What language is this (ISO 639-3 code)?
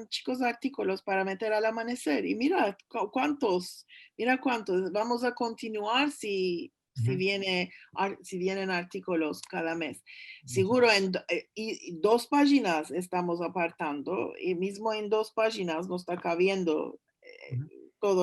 lad